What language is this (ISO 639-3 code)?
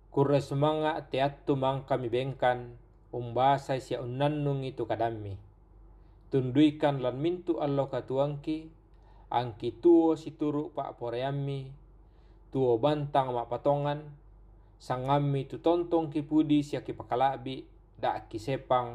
sda